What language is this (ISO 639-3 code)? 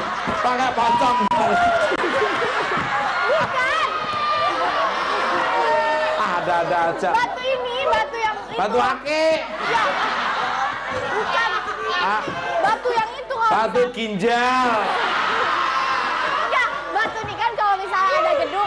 ind